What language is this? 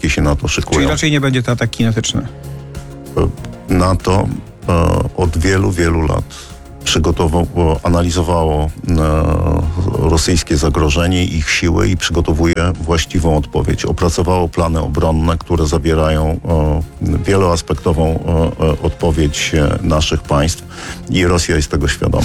Polish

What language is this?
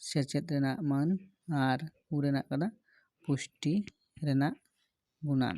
Santali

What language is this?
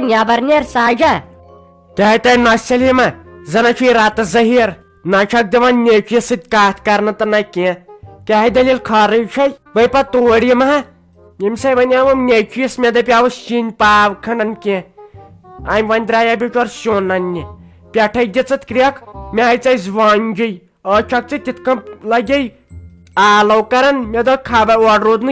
Kashmiri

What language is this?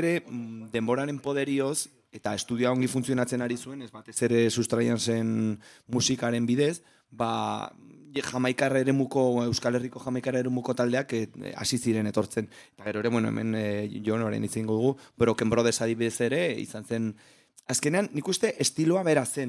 Basque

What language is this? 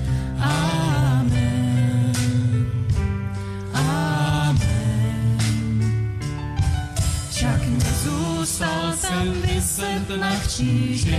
Czech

